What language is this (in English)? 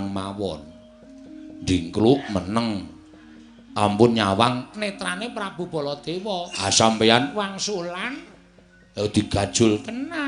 Javanese